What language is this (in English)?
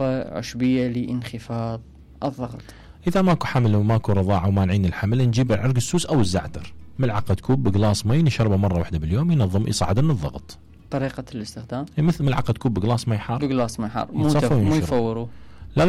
Mesopotamian Arabic